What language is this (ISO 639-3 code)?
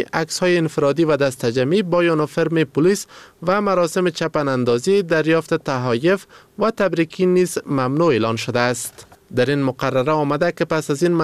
fas